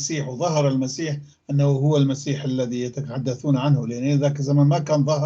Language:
North Levantine Arabic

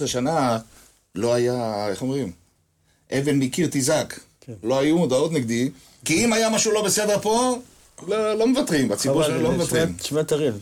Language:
Hebrew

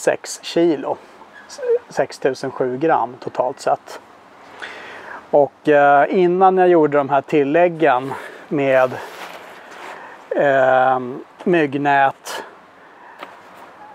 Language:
Swedish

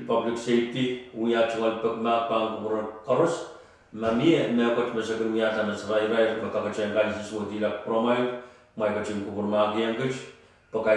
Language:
Pohnpeian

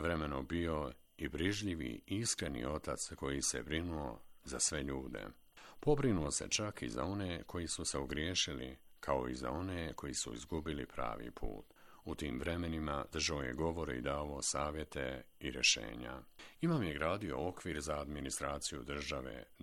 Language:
Bosnian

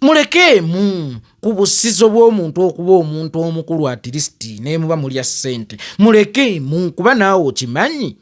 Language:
Ganda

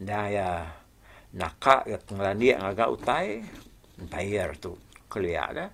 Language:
Iban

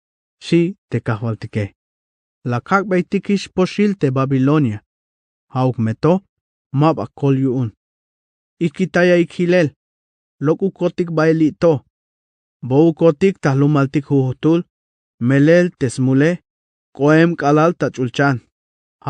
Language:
Tzeltal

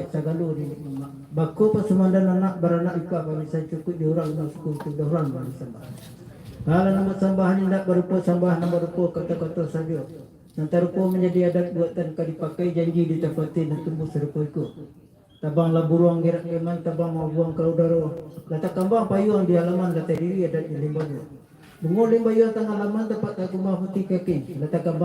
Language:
Minangkabau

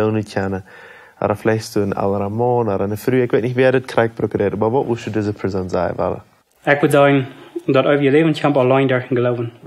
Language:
Plautdietsch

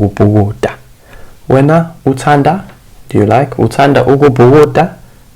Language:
Zulu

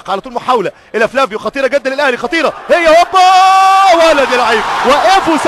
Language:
Egyptian Arabic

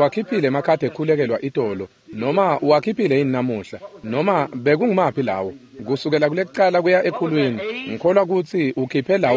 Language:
Swati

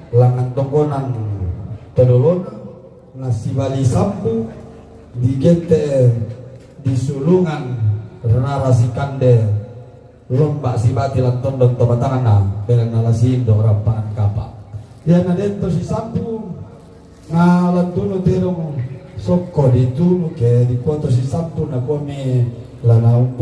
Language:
Toraja-Sa'dan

